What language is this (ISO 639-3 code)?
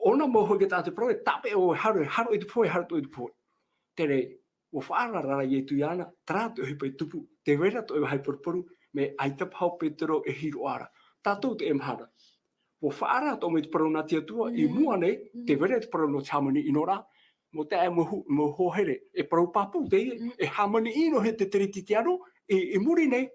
tah